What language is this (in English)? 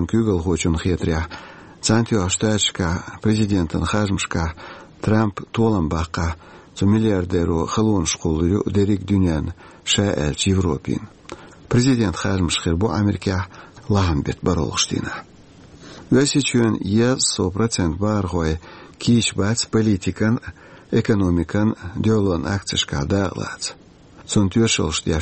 Chechen